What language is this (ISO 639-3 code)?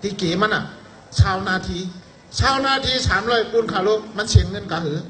shn